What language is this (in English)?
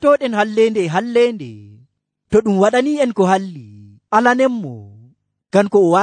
Nigerian Fulfulde